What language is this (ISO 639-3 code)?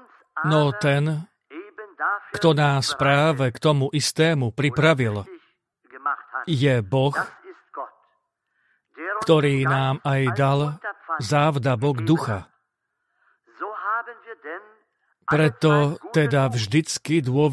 slk